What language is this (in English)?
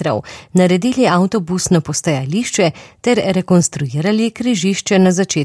Slovenian